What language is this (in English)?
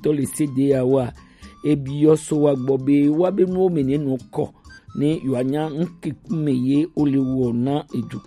Gen